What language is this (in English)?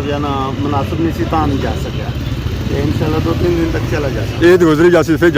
Pahari-Potwari